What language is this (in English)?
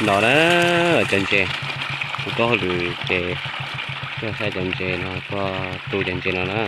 Hmong